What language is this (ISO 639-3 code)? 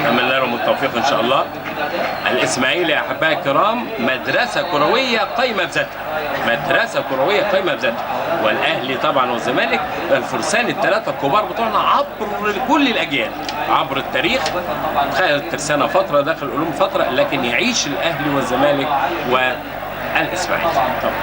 arz